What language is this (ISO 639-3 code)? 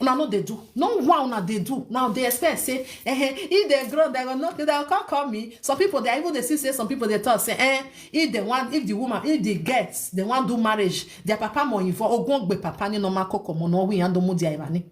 pcm